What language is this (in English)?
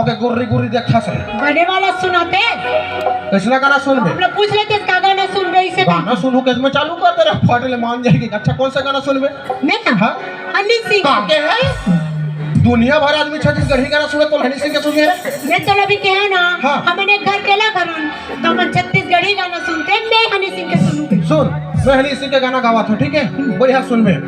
Chhattisgarhi